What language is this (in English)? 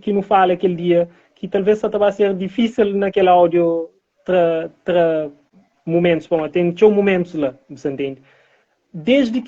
Kabuverdianu